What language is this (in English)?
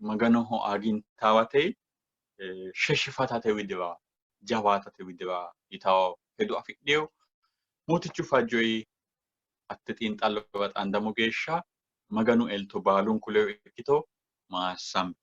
Sidamo